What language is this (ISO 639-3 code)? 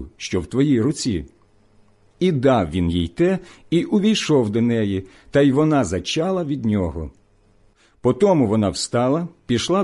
ukr